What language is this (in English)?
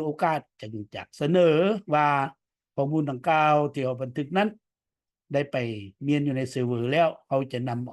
Lao